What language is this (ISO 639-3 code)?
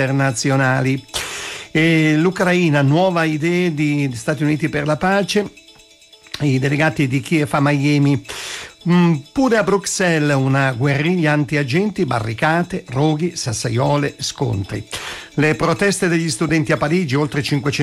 ita